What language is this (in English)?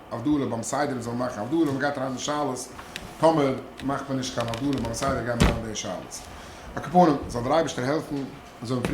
Yiddish